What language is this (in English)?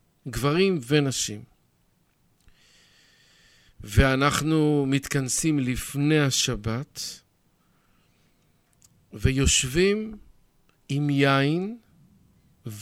Hebrew